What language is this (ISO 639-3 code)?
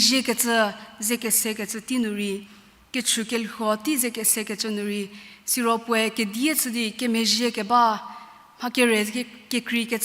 njm